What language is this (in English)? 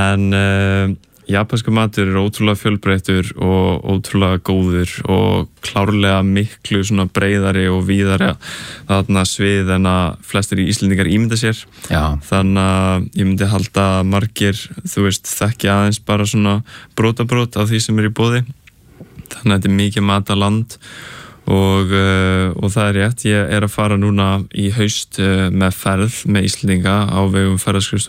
Icelandic